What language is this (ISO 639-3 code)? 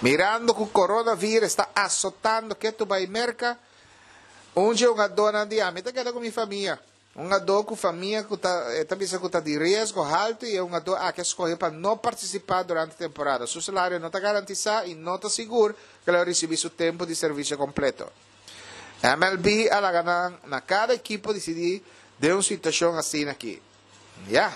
pap